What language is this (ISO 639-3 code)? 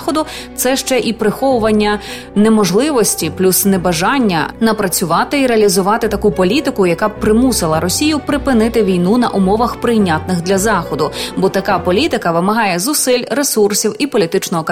ukr